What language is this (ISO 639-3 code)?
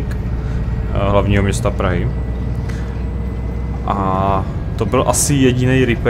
ces